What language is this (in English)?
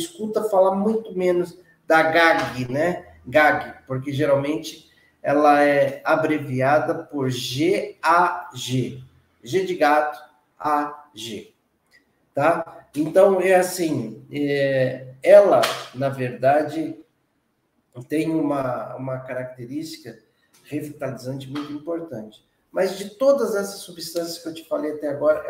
Portuguese